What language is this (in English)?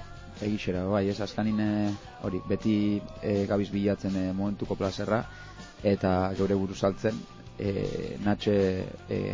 Basque